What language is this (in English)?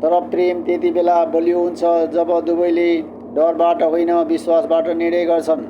Nepali